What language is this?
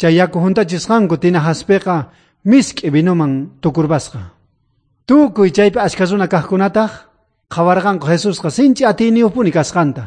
South Bolivian Quechua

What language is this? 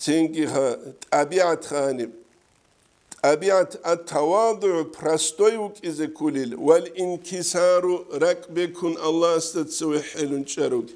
Avaric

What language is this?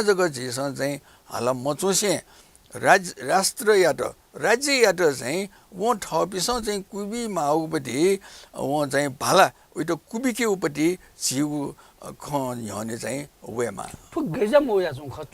Newari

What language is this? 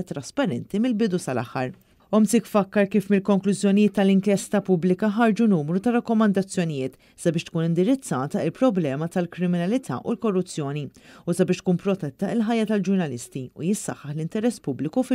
Maltese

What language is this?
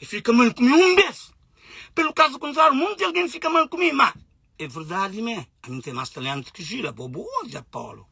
Kabuverdianu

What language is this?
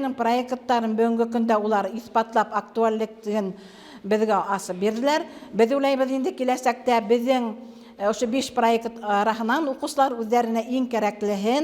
Bashkir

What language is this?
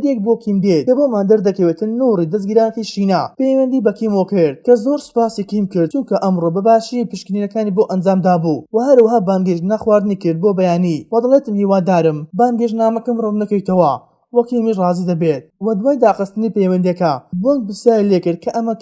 Central Kurdish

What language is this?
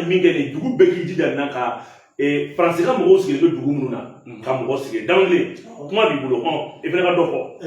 Bambara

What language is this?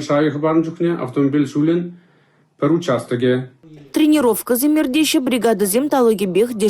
Chuvash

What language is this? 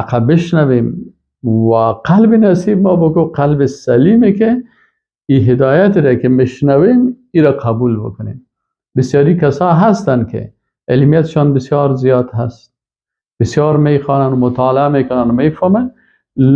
Persian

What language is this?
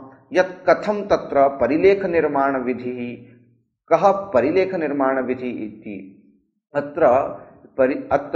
Sanskrit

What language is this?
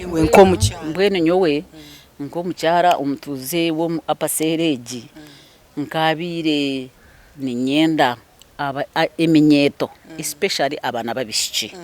Nyankole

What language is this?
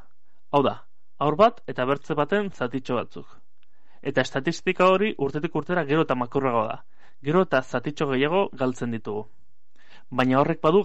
Basque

